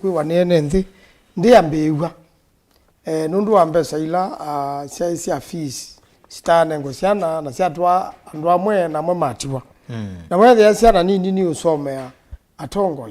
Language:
Kamba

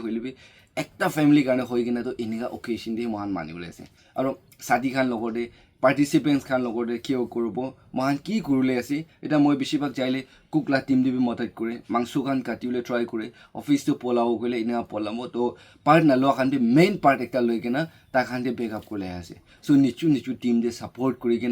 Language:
Naga Pidgin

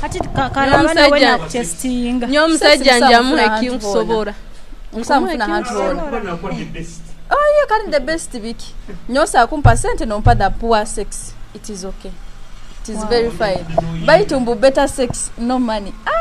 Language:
Nyoro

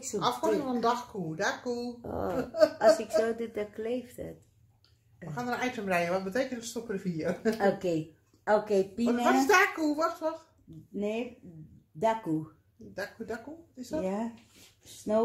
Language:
Dutch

